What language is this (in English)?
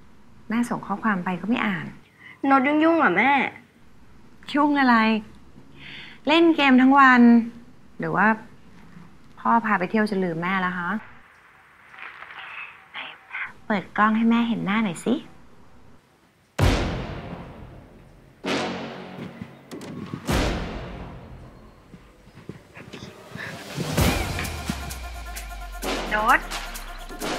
Thai